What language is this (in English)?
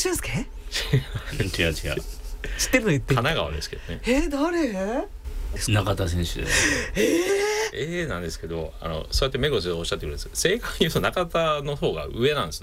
Japanese